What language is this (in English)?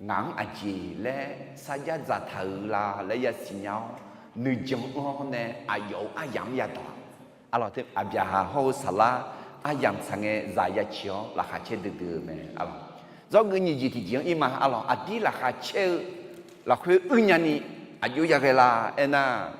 Akha